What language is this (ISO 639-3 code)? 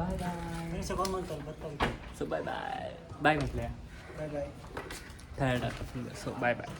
tcy